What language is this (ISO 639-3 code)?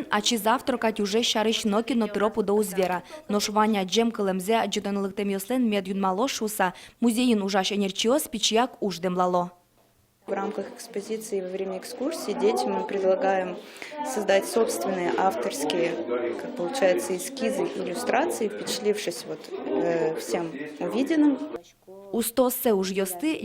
udm